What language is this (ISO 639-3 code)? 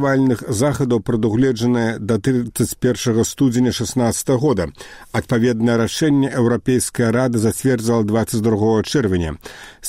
bel